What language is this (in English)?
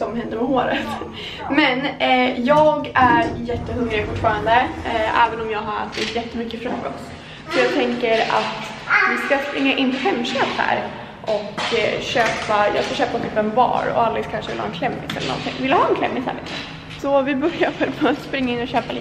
Swedish